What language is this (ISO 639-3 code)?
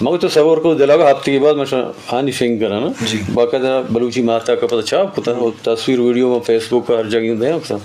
bgp